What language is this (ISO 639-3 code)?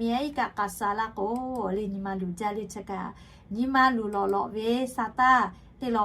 lhu